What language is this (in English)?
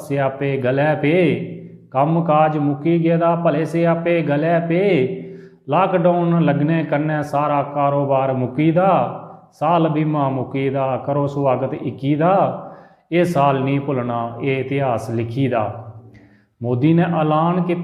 Dogri